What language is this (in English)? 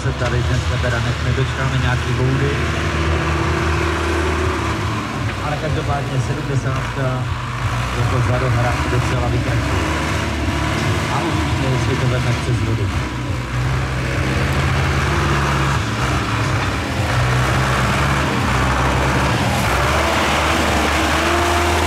Czech